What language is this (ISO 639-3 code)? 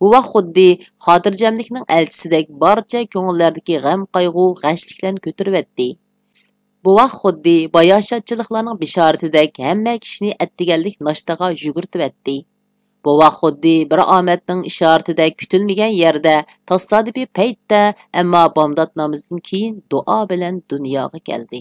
uig